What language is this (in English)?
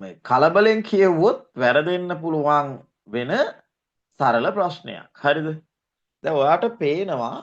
Sinhala